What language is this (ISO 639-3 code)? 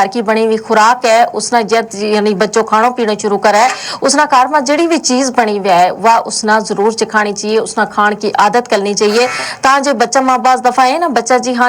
gju